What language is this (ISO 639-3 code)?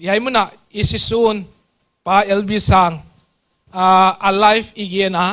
pck